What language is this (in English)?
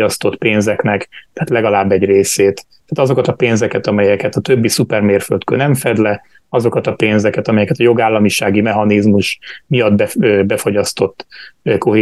Hungarian